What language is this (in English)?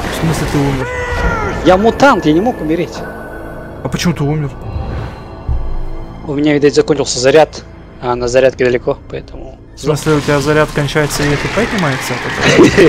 Russian